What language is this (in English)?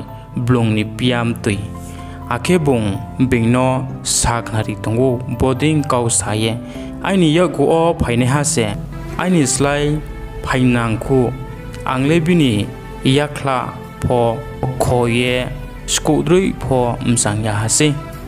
Riang (India)